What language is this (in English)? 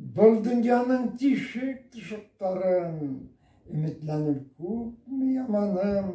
Bashkir